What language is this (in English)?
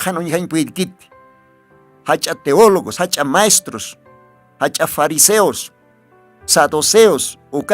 Aymara